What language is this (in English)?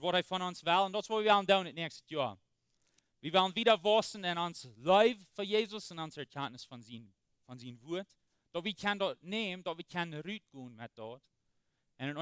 Plautdietsch